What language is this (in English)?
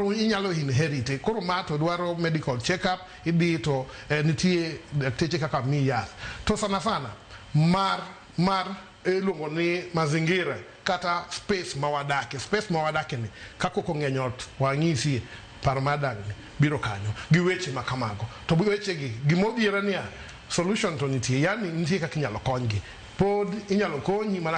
Luo (Kenya and Tanzania)